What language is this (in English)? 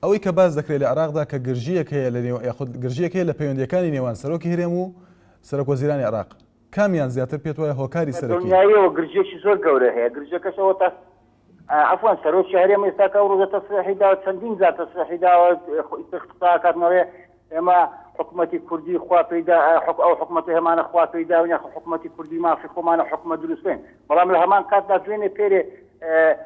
Central Kurdish